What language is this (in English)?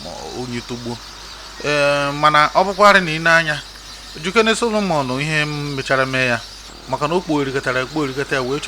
Igbo